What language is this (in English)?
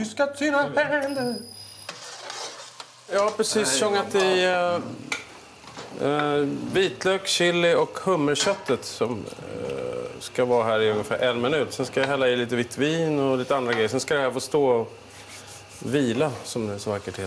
Swedish